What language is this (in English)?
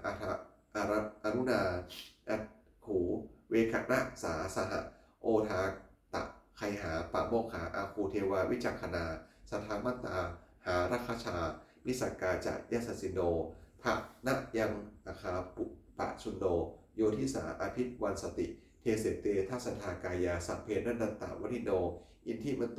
Pali